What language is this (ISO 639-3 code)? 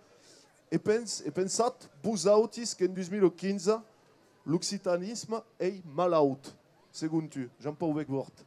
oci